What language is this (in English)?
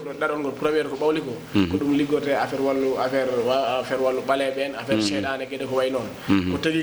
Fula